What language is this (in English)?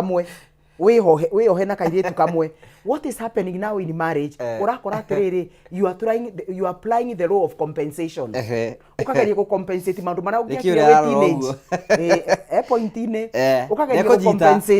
Kikuyu